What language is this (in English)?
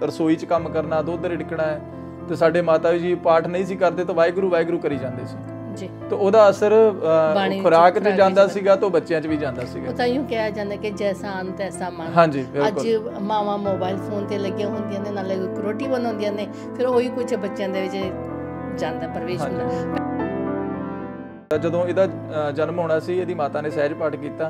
Punjabi